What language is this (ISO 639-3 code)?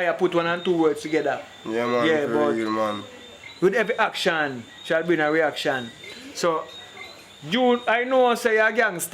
jam